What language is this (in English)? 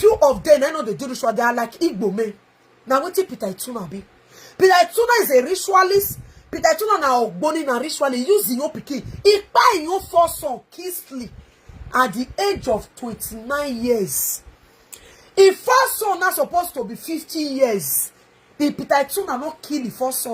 Nigerian Pidgin